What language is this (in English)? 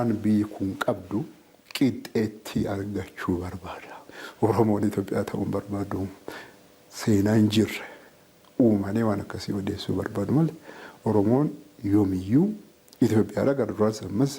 Oromo